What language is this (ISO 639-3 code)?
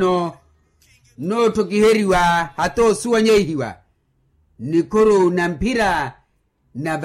vmw